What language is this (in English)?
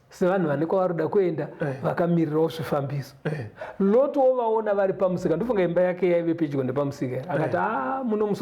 Shona